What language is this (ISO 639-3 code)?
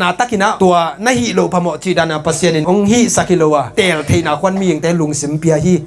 ctd